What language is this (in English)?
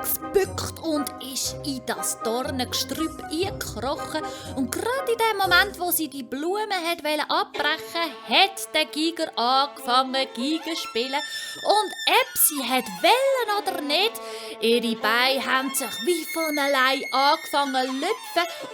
Swiss German